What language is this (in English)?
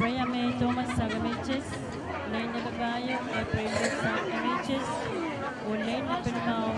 Pohnpeian